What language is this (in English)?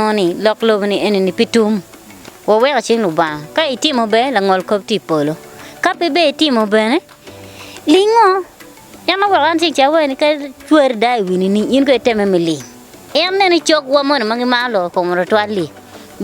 Acoli